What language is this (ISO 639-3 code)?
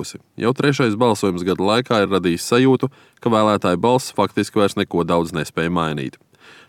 lav